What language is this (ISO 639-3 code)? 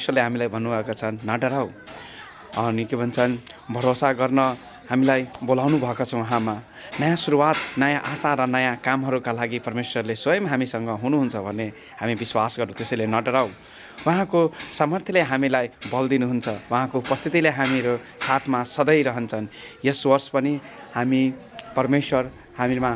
nep